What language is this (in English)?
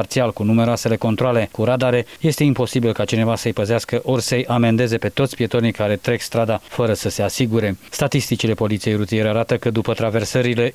Romanian